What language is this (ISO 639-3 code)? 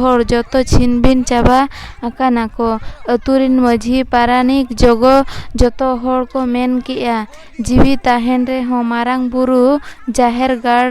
sat